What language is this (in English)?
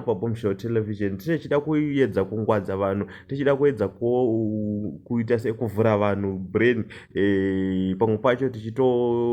Shona